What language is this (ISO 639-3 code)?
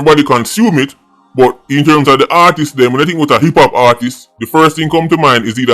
jam